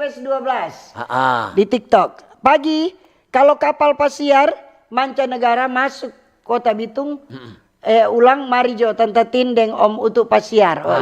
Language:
Manado Malay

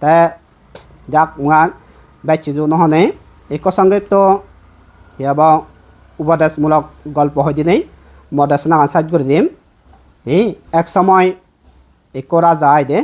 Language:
Chakma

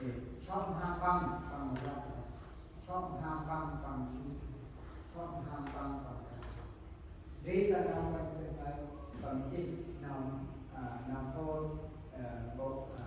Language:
Central Mnong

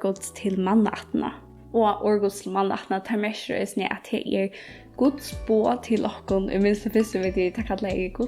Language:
Faroese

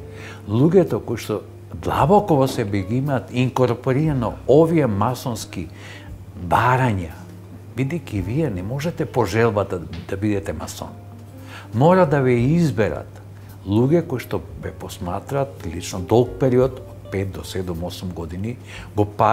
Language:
Macedonian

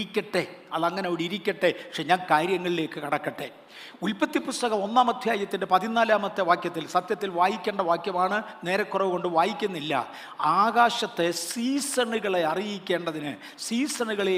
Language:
Malayalam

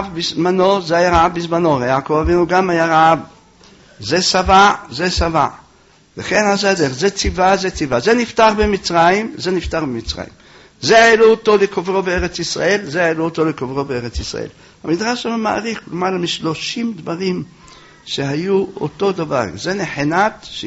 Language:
Hebrew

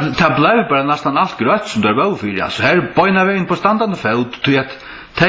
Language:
Faroese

